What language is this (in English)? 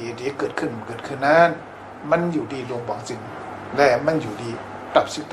Shan